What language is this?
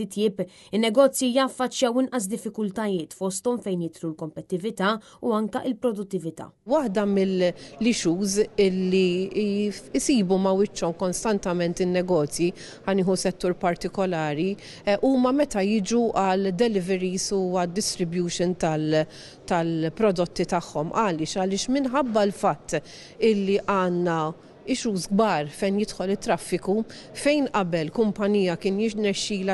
Maltese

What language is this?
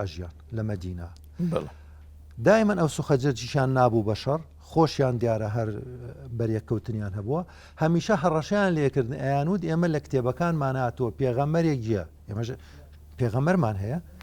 Central Kurdish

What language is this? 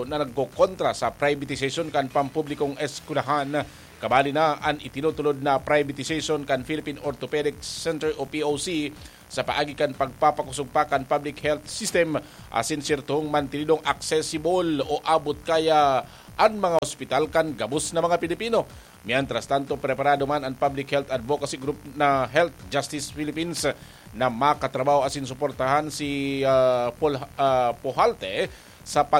Bikol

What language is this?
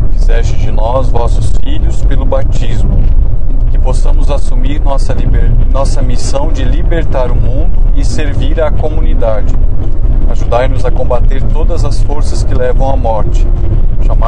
Portuguese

